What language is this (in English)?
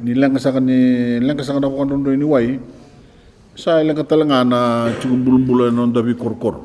Fijian